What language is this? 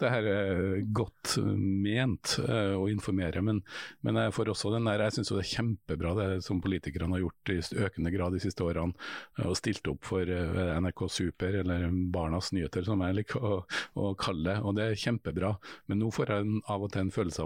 Norwegian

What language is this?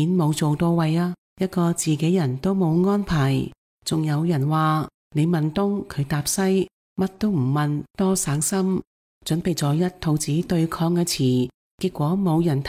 Cantonese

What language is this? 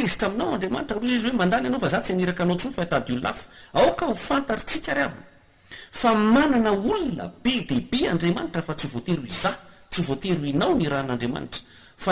Malagasy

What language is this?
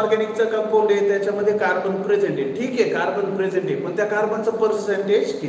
Marathi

